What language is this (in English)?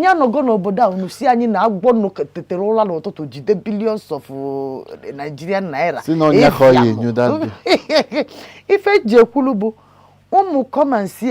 Igbo